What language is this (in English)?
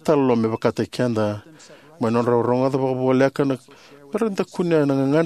Fijian